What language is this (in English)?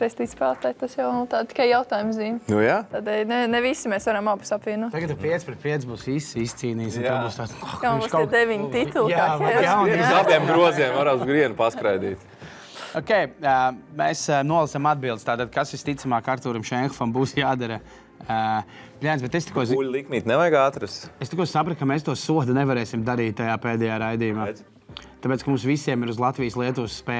Latvian